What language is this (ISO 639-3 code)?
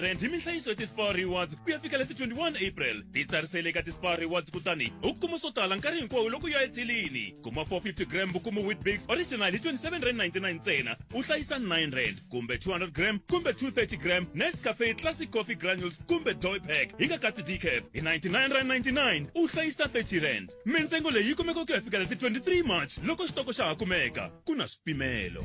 tso